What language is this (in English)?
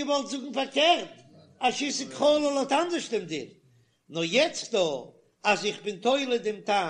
Yiddish